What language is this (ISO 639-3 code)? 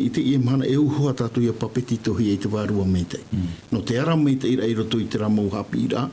tah